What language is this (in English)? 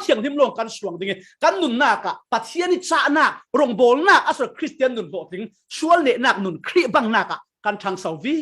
Falam Chin